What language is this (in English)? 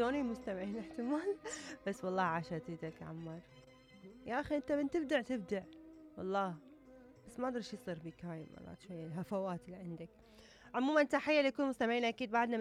Mesopotamian Arabic